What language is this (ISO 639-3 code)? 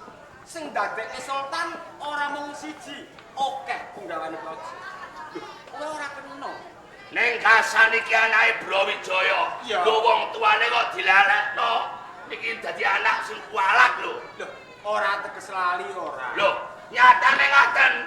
jav